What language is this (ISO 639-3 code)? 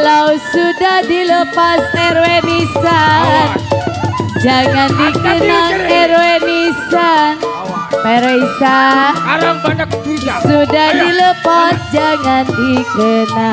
bew